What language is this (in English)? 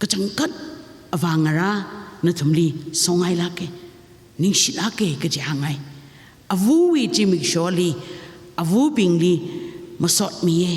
Tangkhul Naga (India)